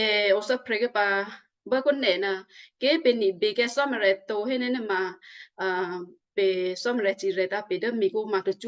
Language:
Western Kayah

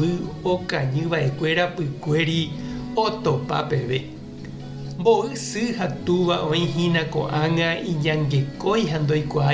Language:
Guarani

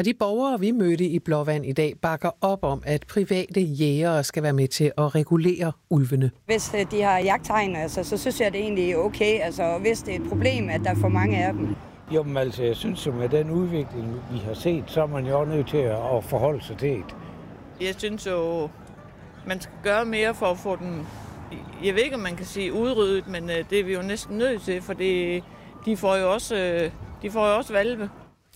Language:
Danish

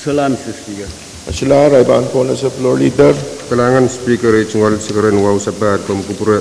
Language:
Pohnpeian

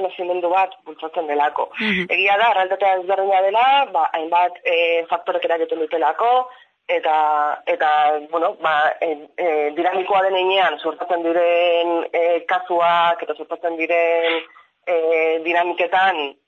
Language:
Basque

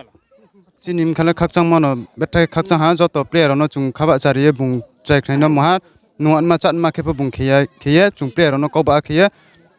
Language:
Riang (India)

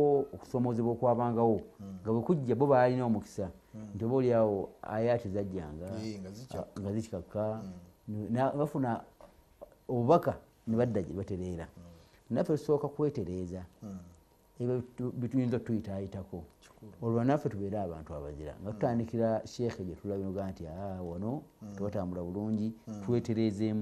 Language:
Ganda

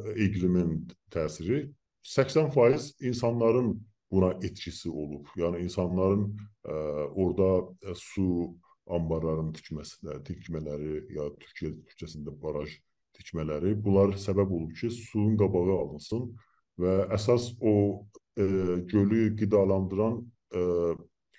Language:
South Azerbaijani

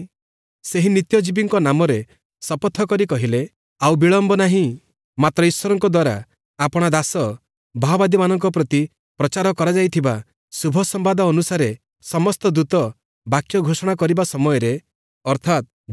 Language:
Odia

